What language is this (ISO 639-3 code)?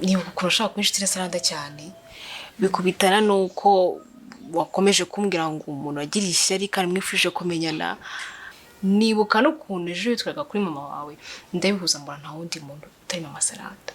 kin